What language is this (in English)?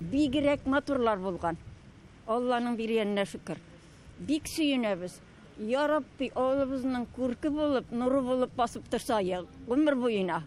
Tatar